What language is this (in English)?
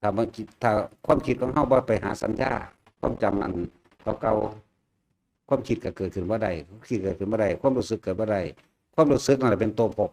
Lao